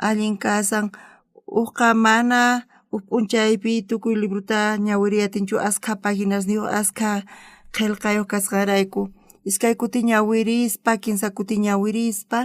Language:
South Bolivian Quechua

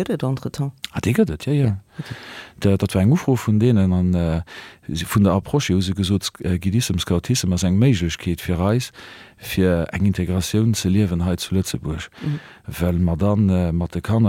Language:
Luxembourgish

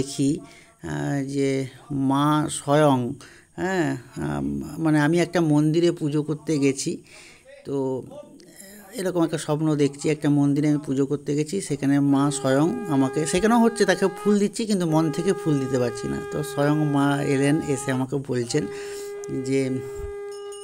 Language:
Bangla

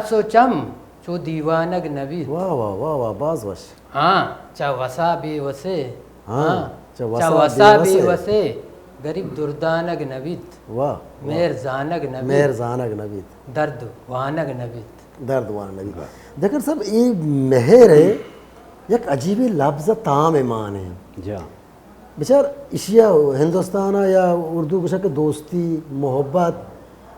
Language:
Baluchi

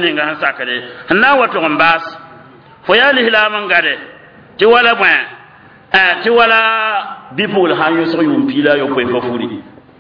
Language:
Mossi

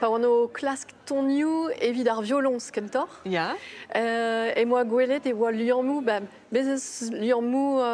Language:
Breton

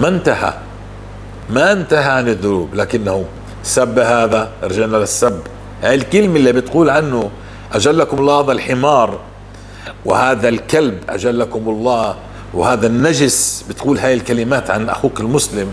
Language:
North Levantine Arabic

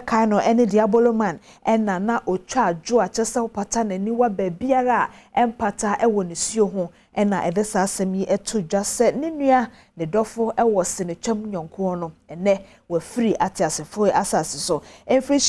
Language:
Akan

